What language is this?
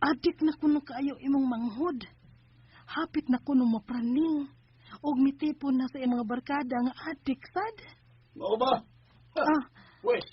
Cebuano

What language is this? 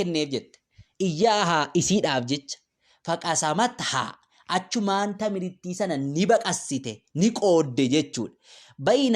Oromo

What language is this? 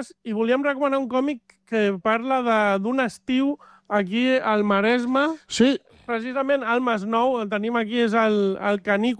Catalan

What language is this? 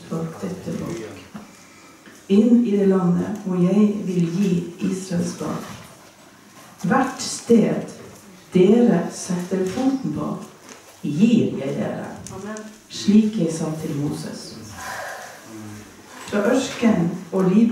Norwegian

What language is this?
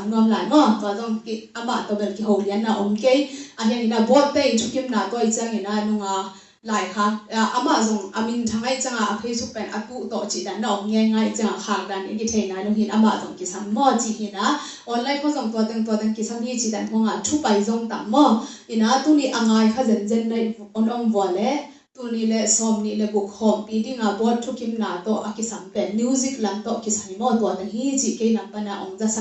Tedim Chin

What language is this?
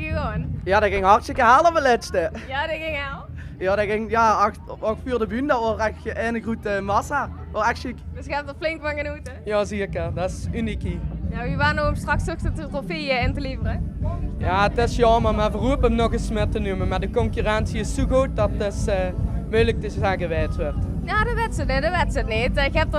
Limburgish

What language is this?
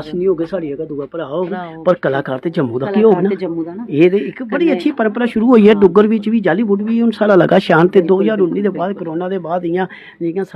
Dogri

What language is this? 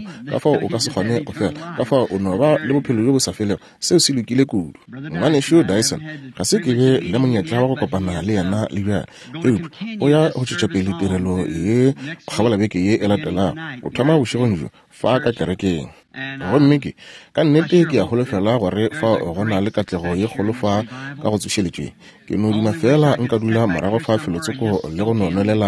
Northern Sotho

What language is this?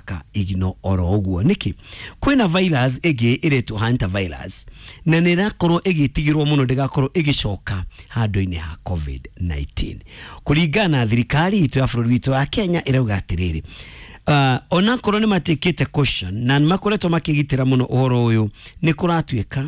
Kikuyu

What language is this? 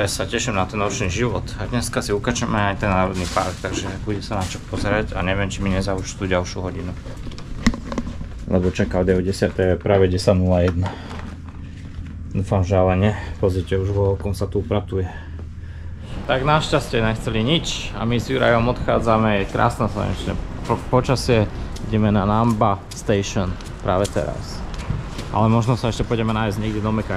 Slovak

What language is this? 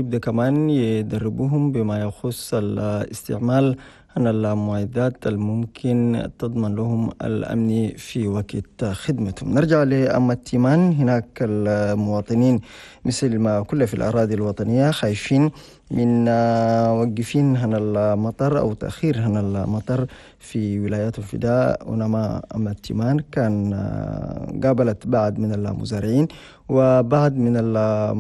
Chadian Arabic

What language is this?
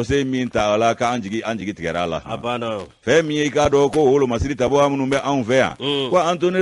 Bambara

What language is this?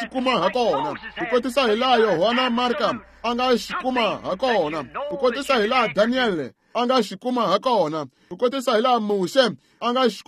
Tsonga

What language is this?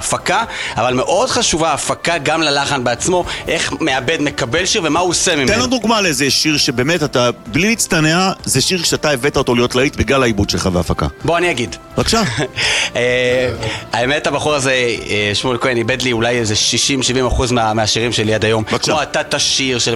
Hebrew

